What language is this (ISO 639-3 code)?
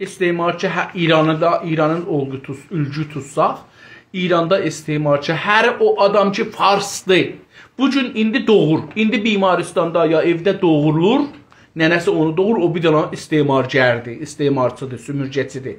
azb